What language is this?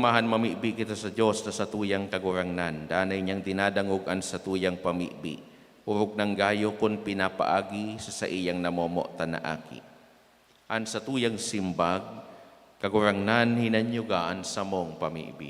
Bikol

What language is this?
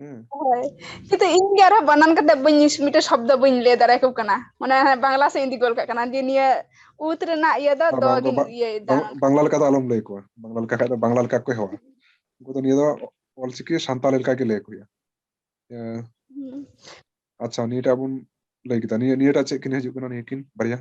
Santali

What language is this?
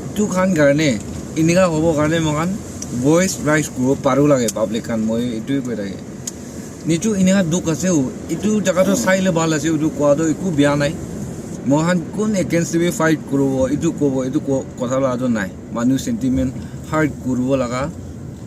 Naga Pidgin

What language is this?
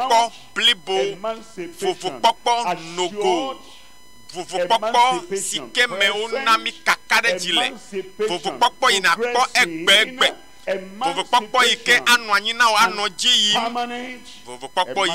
Ewe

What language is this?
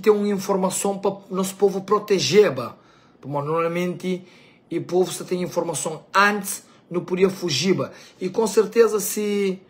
Kabuverdianu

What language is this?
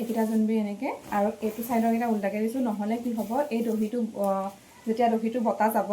Assamese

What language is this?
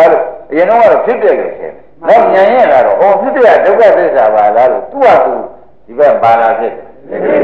Burmese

